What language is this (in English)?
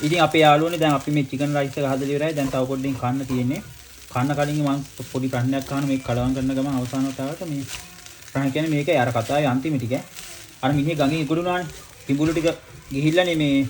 Sinhala